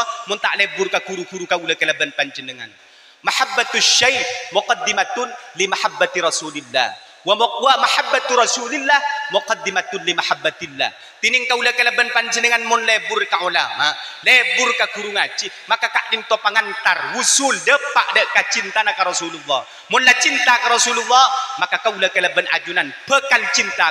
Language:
Madurese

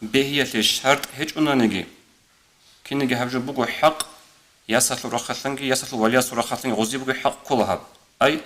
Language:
Avaric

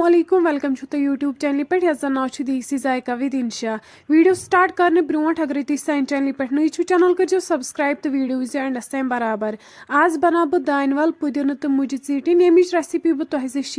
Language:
Kashmiri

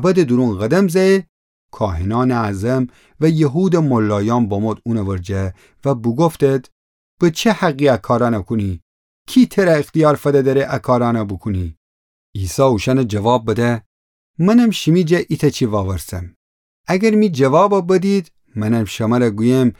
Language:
Gilaki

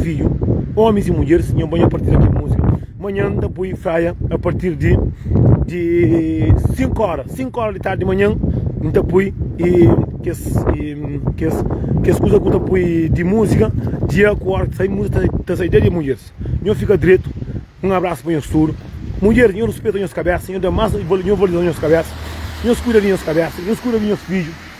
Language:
Kabuverdianu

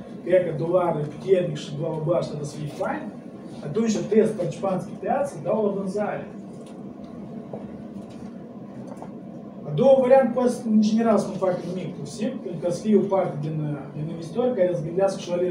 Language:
Romanian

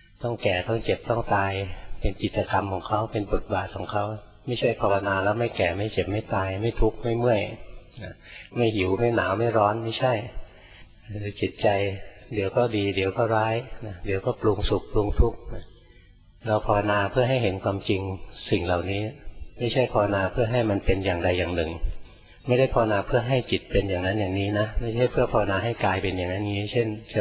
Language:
Thai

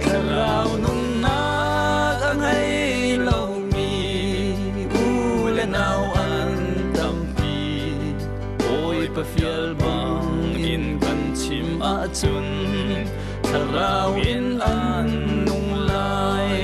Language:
Hakha Chin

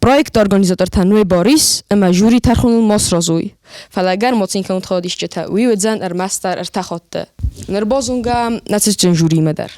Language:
Ossetic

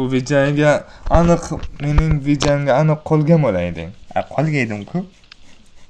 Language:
Uzbek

